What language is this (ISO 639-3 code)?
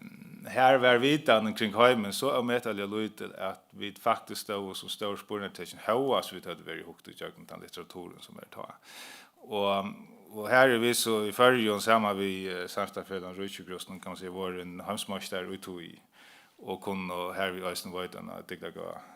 fao